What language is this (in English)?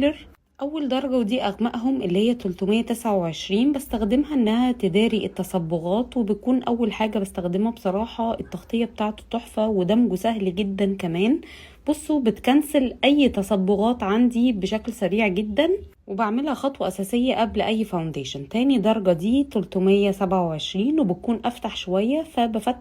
Egyptian Arabic